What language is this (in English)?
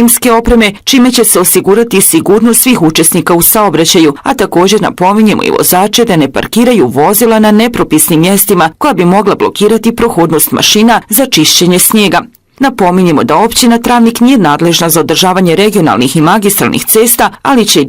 Bosnian